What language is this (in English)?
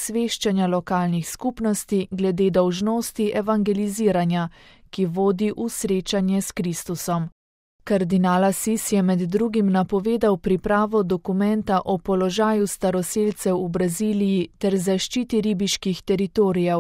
Slovenian